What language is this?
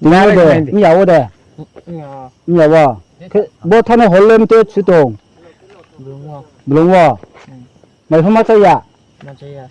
Riang (India)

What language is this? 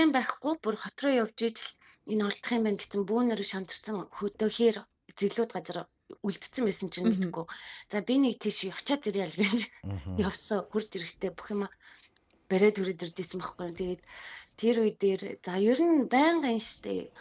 Mongolian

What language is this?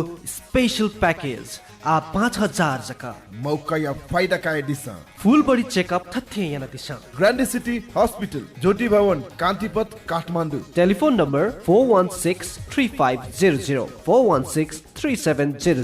Newari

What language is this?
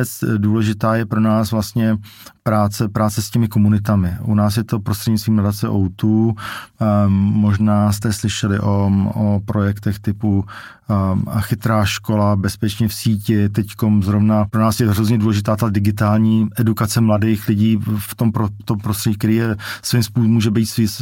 Czech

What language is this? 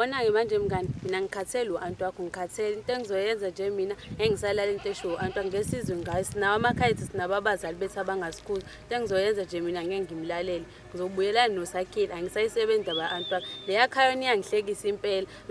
Zulu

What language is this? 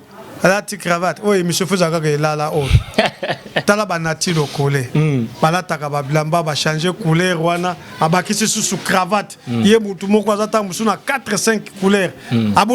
Lingala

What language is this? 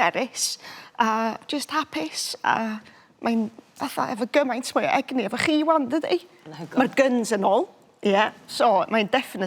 Welsh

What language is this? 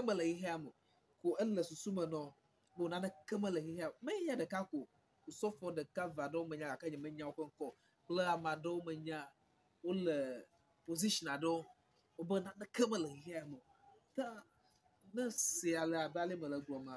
Ewe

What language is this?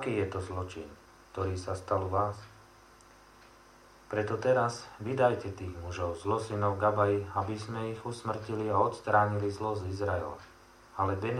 Slovak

